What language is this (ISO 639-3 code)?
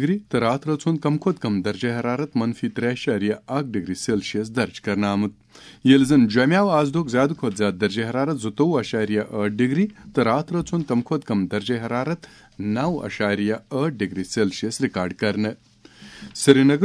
kas